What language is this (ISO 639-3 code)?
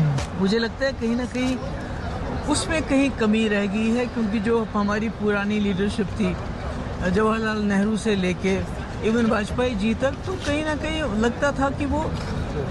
hin